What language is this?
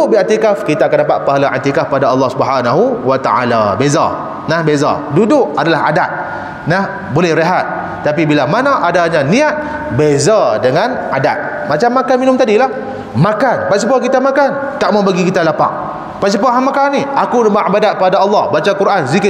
Malay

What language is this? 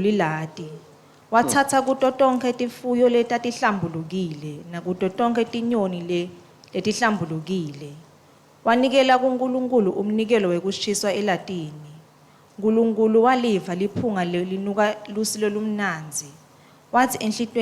Swati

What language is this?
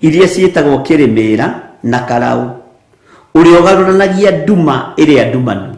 Kikuyu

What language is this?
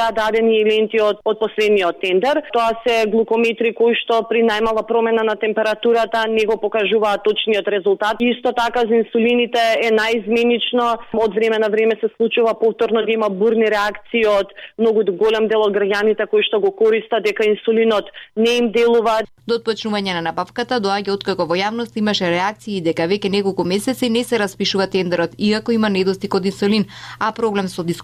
Macedonian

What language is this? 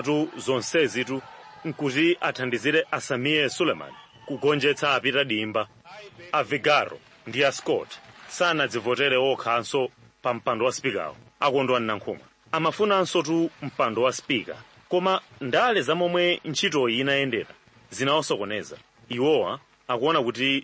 Nyanja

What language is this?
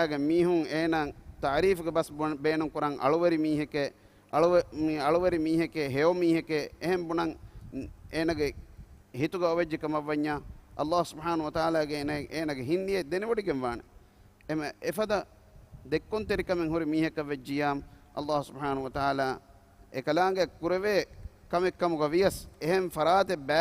Divehi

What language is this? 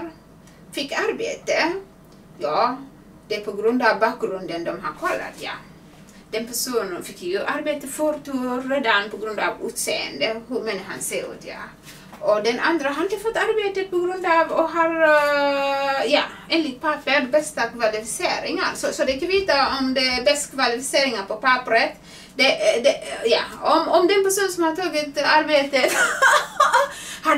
Swedish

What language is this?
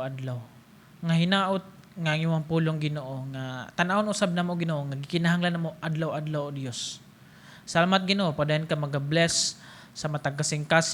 Cebuano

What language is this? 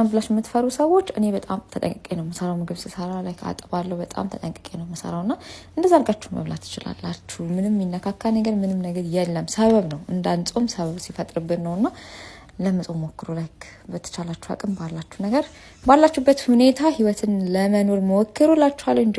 Amharic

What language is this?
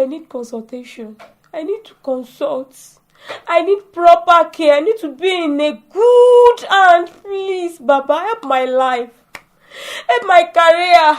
Yoruba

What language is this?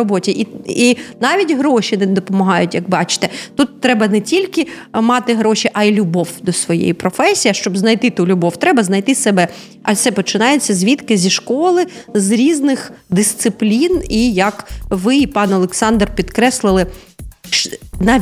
Ukrainian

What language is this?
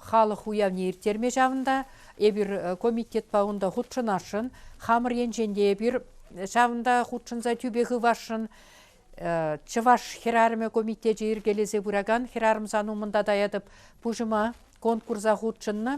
Chuvash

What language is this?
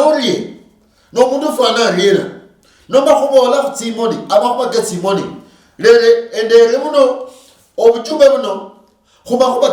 Luyia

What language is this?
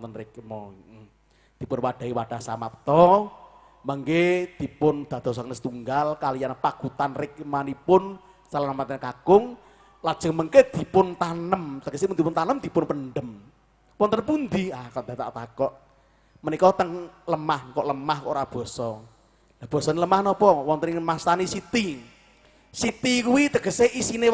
Javanese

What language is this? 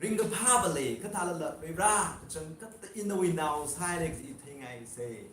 Tangkhul Naga (India)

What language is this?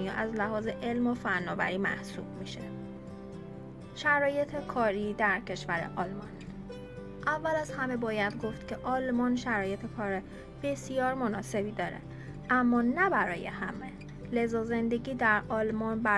Persian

